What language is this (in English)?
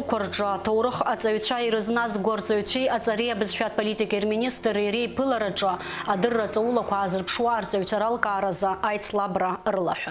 Abkhazian